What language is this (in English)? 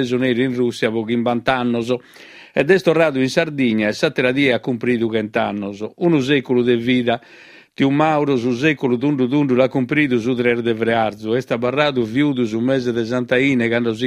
Sardinian